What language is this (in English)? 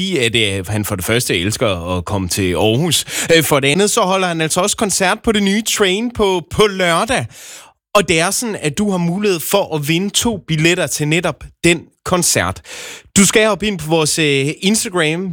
Danish